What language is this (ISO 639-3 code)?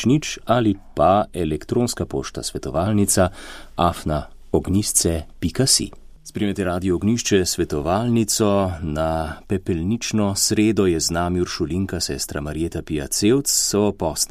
slv